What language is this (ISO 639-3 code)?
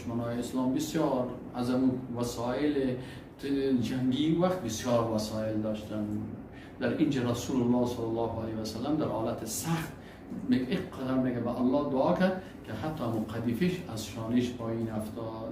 fas